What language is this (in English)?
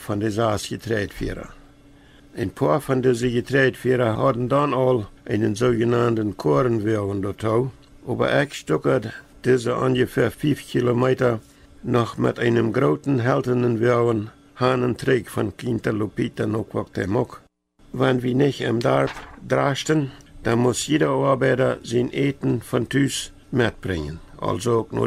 Plautdietsch